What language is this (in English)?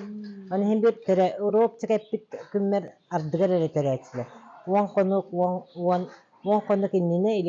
Yakut